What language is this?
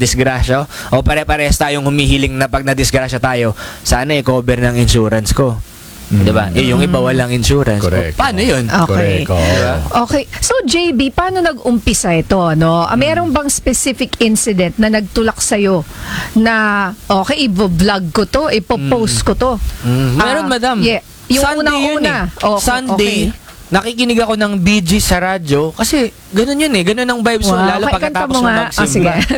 Filipino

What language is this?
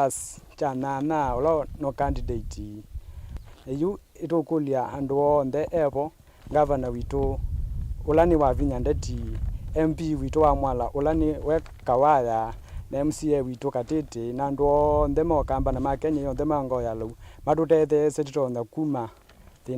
Kamba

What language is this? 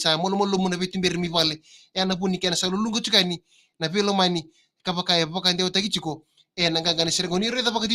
Fijian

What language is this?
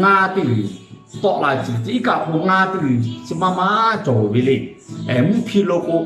Lahu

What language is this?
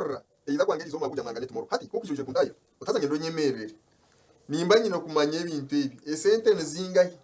Nyankole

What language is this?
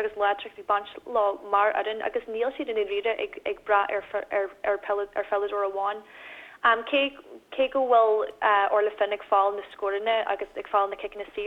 Irish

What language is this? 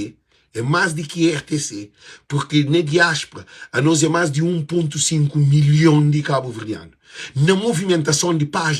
Kabuverdianu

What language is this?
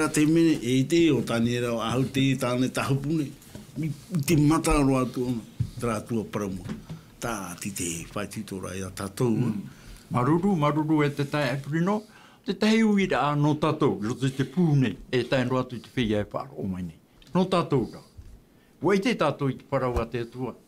Tahitian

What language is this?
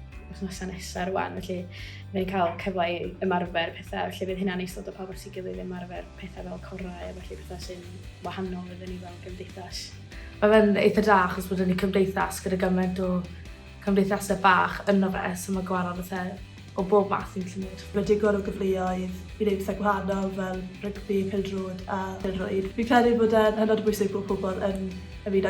Welsh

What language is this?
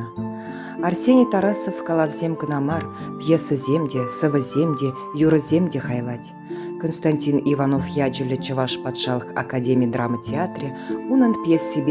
Chuvash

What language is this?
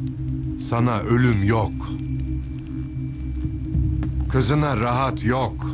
Turkish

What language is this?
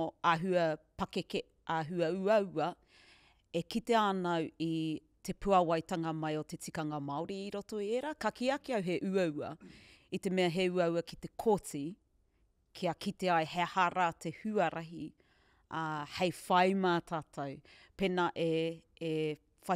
Māori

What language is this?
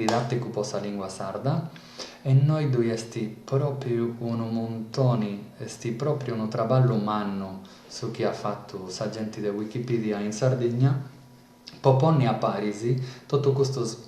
Sardinian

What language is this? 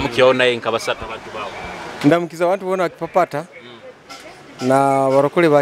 Nyoro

